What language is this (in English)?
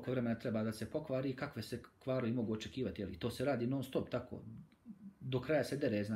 Bosnian